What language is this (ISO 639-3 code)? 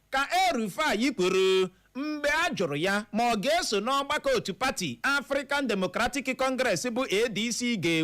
ibo